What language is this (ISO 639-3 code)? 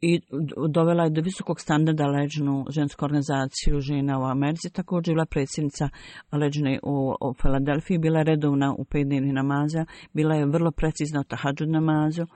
bos